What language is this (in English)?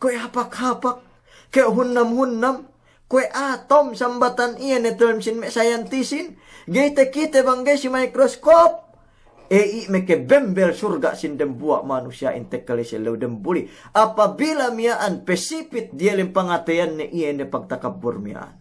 Yakan